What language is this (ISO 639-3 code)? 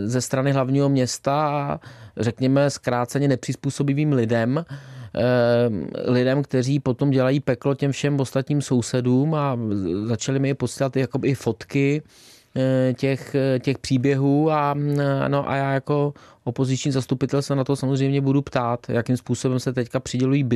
ces